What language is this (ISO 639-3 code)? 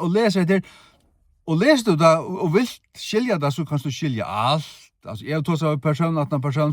fao